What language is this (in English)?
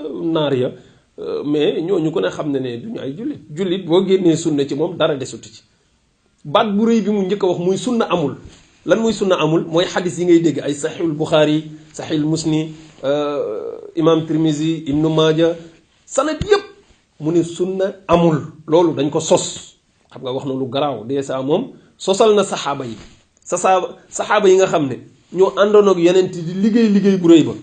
Wolof